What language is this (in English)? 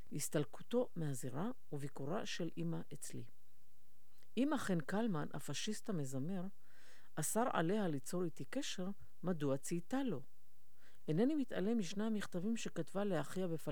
Hebrew